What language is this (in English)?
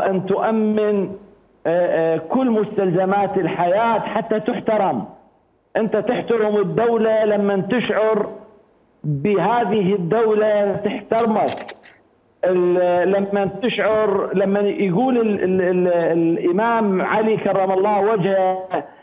Mesopotamian Arabic